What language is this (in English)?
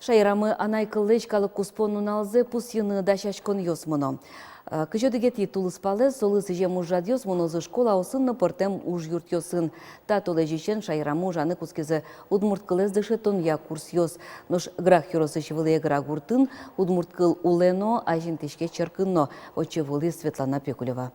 Udmurt